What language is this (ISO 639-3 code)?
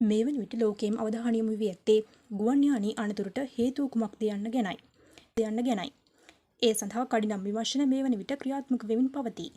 sin